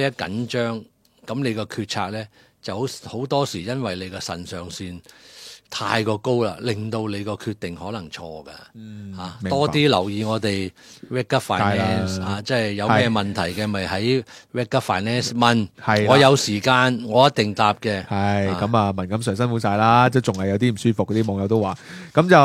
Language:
Cantonese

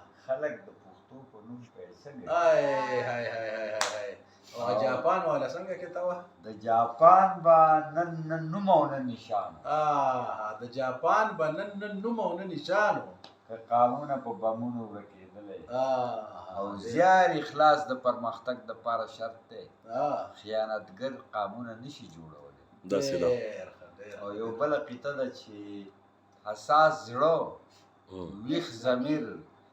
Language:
Pashto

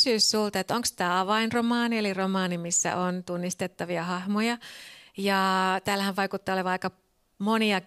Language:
Finnish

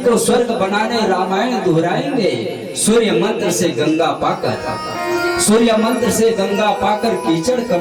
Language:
Chhattisgarhi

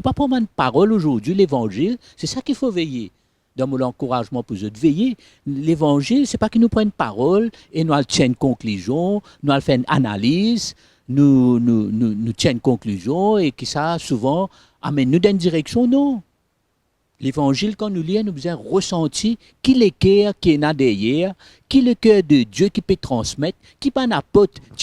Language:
Morisyen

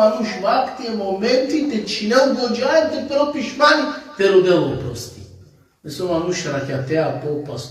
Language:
Balkan Romani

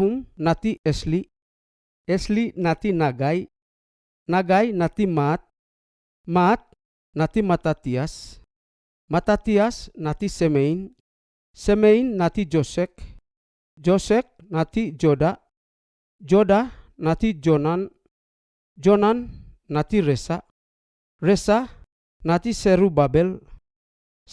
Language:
Seimat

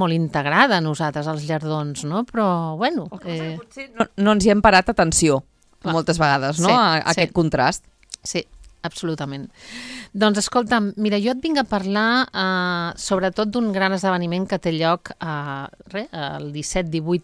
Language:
Catalan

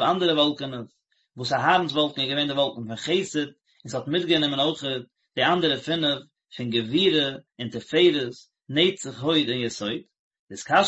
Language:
Yiddish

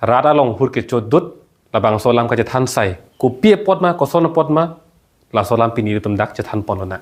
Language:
Karbi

